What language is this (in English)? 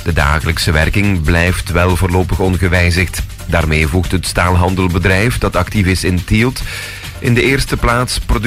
Dutch